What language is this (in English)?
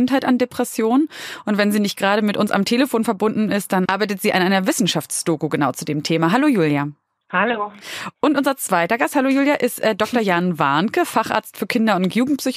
German